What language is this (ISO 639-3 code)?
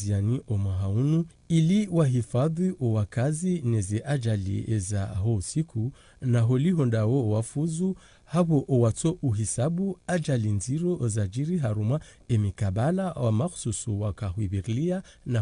zdj